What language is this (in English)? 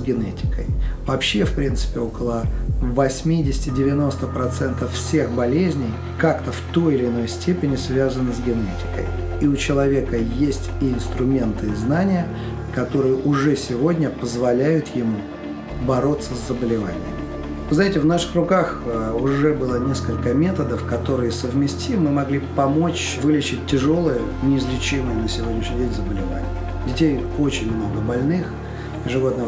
Russian